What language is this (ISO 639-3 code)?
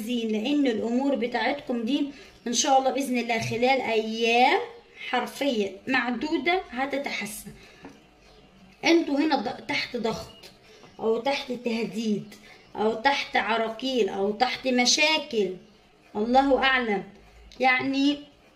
arz